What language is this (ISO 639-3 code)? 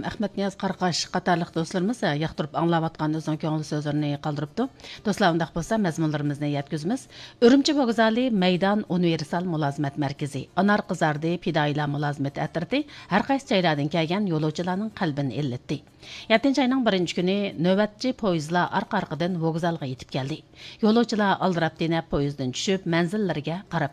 uig